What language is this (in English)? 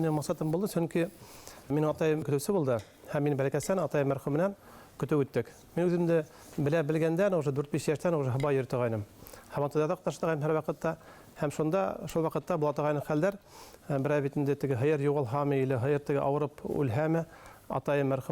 Bashkir